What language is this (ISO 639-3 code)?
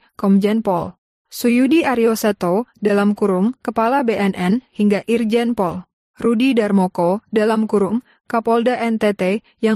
ind